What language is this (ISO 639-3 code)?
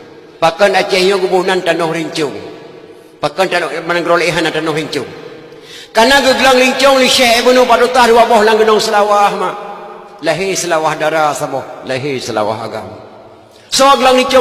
ace